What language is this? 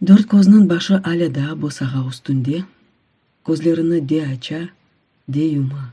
Crimean Tatar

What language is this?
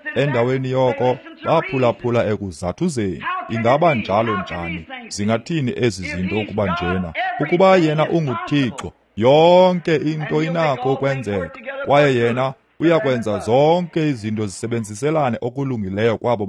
Xhosa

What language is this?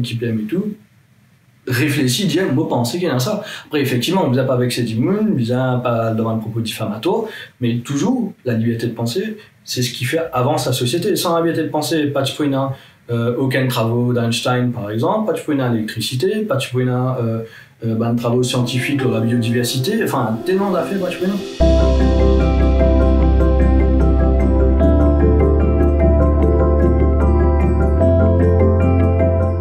French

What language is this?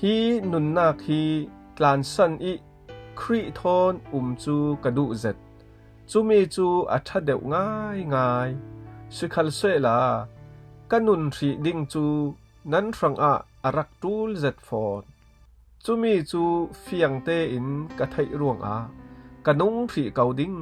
Falam Chin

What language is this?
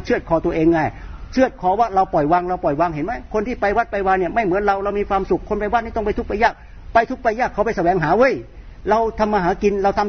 Thai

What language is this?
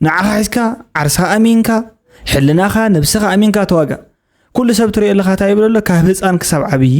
Tigrinya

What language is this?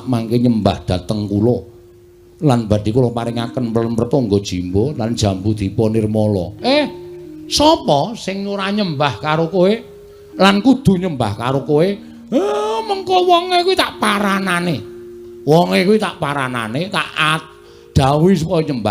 Javanese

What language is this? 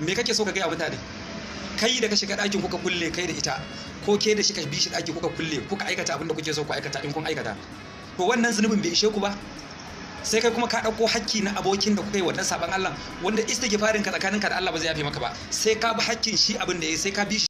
Hausa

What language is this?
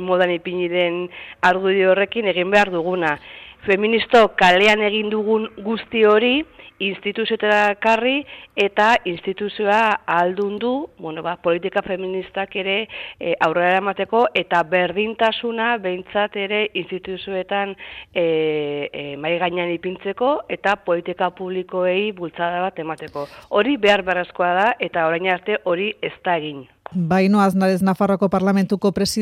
Basque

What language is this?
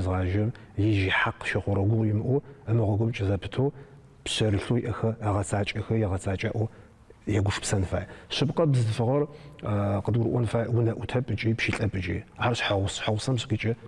Adyghe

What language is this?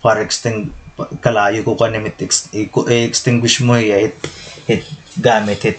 Waray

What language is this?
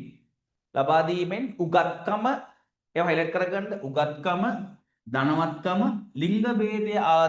Sinhala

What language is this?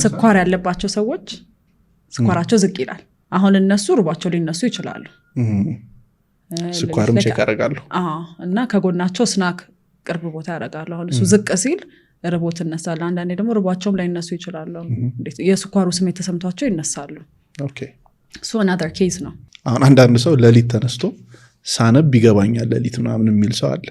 Amharic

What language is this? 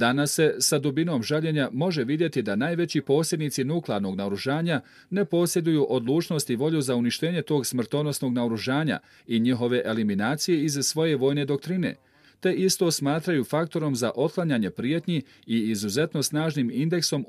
Bosnian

